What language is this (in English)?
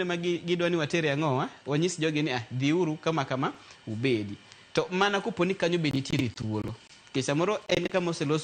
Luo (Kenya and Tanzania)